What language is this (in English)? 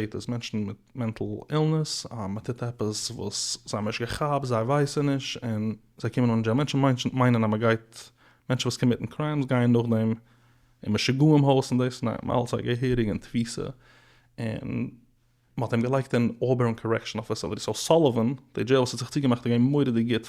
Yiddish